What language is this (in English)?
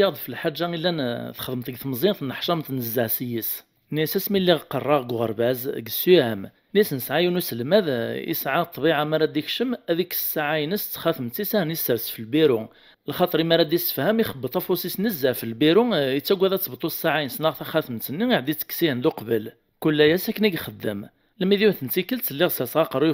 Kabyle